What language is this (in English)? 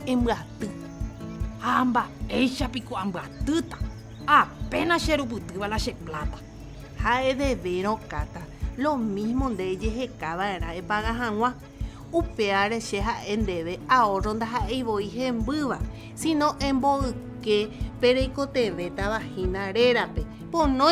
Guarani